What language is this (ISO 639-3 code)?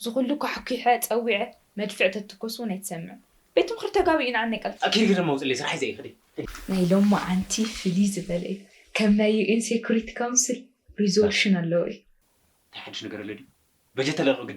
tir